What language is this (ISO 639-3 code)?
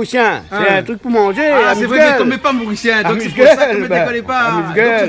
rcf